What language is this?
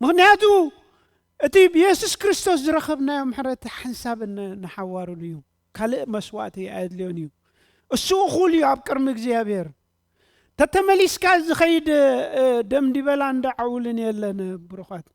Tigrinya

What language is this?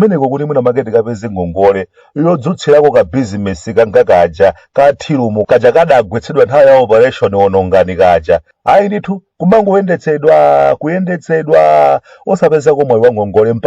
Nyanja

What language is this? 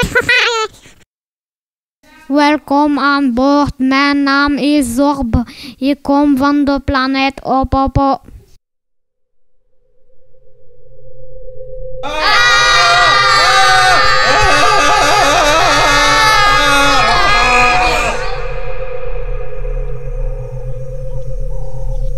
Dutch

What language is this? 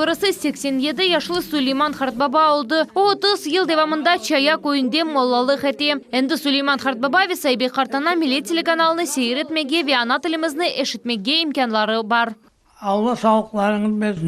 Crimean Tatar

